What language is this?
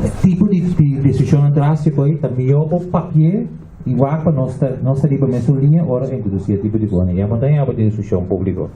Papiamento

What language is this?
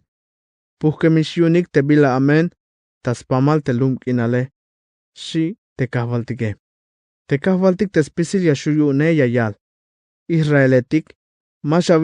Tzeltal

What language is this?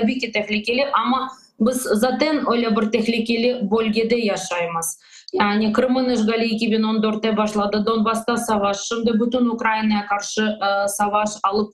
Crimean Tatar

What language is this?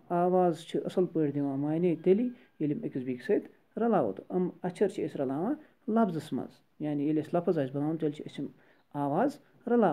Kashmiri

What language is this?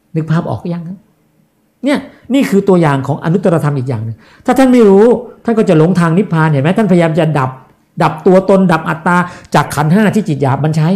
Thai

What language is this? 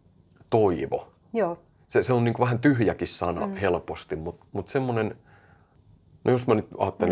Finnish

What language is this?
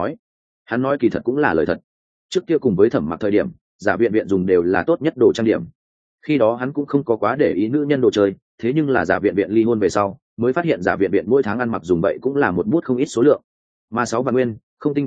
Vietnamese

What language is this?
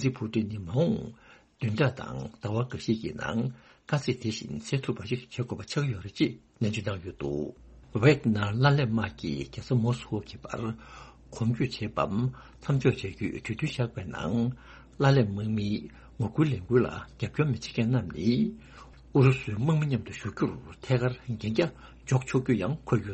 Tibetan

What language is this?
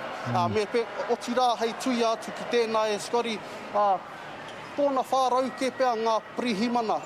Māori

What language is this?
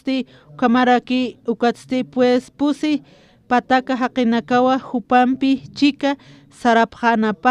Aymara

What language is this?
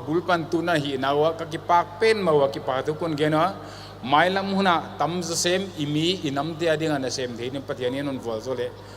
Paite Chin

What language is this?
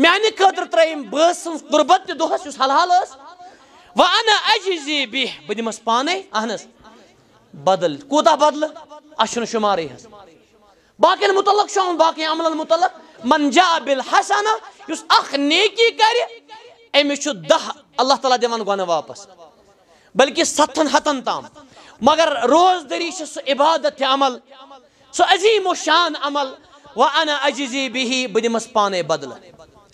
Kashmiri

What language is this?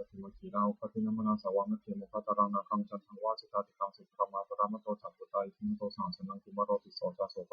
Pali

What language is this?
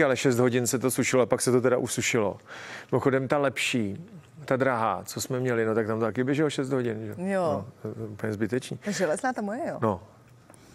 Czech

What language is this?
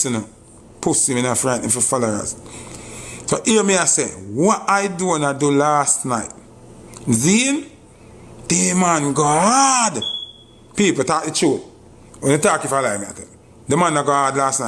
Jamaican Creole English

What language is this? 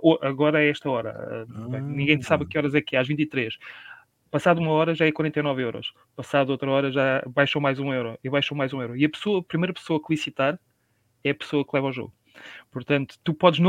Portuguese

